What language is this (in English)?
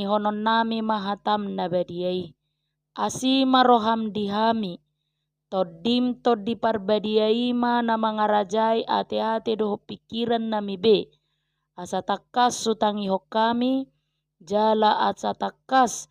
Batak Toba